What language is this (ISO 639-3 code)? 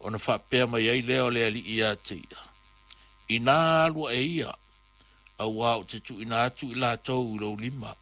smo